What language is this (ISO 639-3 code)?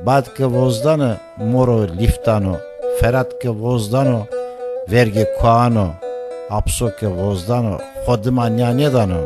zza